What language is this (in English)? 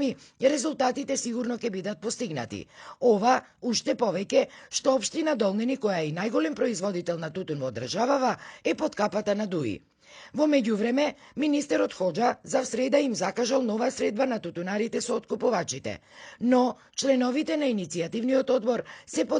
Macedonian